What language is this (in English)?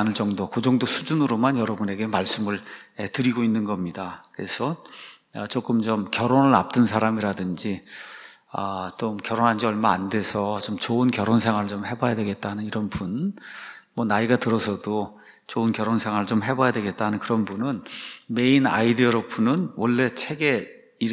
Korean